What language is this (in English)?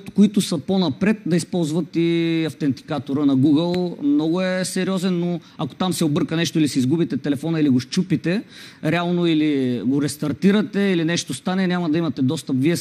Bulgarian